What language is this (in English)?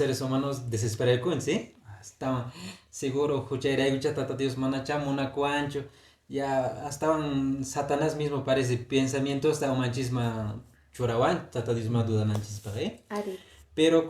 Quechua